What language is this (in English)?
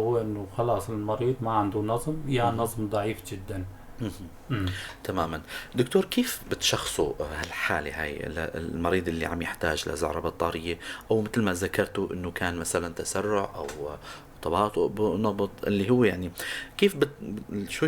North Levantine Arabic